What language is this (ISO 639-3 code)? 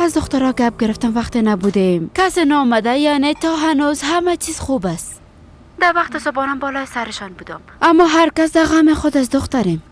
fas